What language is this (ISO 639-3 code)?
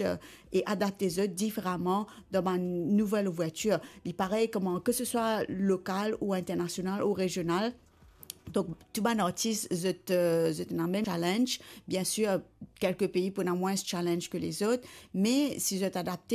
mfe